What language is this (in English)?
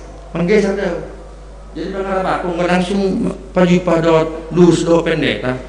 Batak Simalungun